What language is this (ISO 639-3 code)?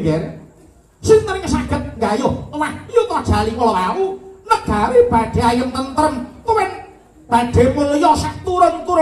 jav